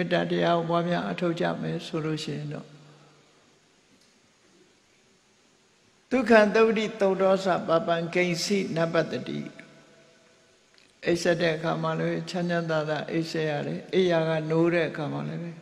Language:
Burmese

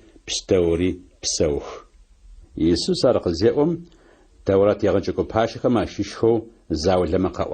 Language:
Adyghe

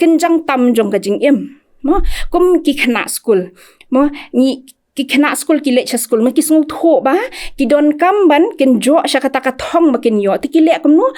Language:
Khasi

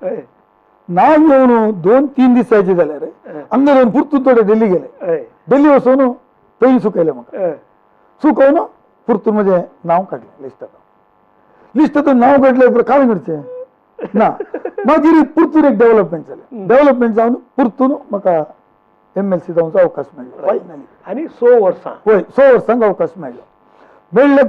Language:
Konkani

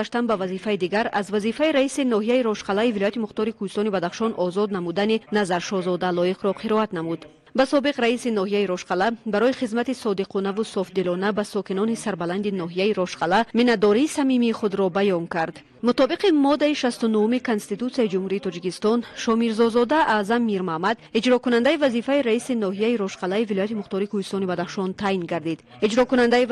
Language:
Tajik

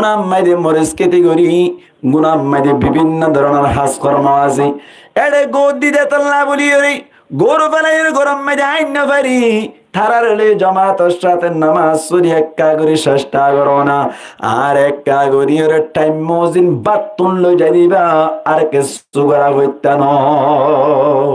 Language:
Rohingya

